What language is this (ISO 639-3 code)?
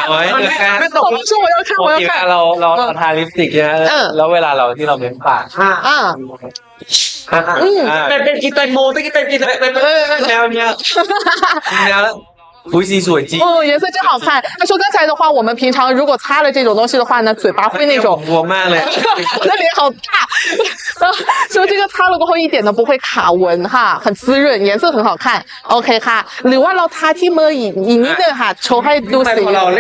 tha